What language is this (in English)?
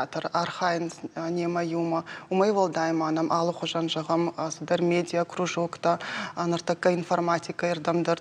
Ossetic